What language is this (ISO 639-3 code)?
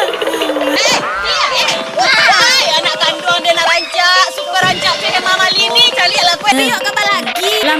min